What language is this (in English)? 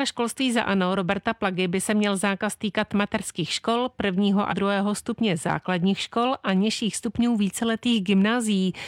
Czech